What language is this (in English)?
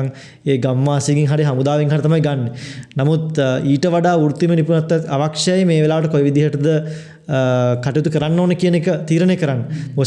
Sinhala